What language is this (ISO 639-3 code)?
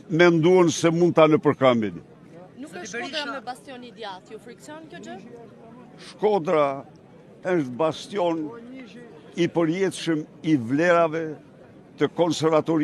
sqi